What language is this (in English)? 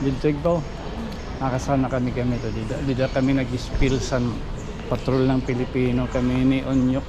Waray